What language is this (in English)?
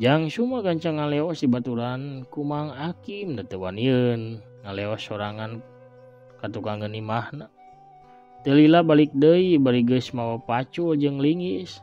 Sundanese